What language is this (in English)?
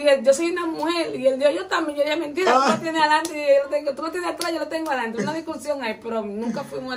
Spanish